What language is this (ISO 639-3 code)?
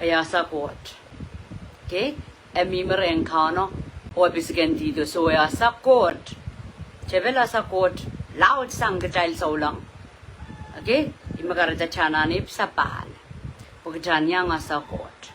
pon